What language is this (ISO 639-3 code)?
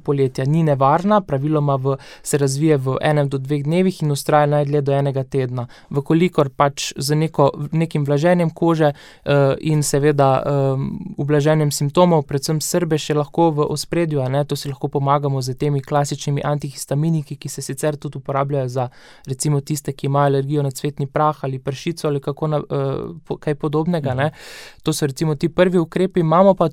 slv